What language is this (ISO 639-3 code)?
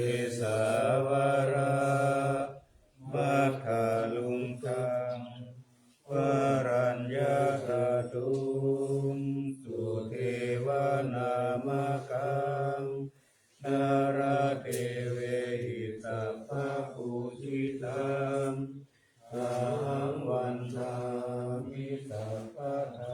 pli